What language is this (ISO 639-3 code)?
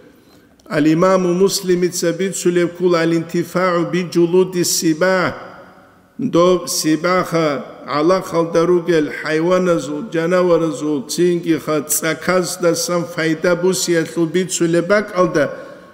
ava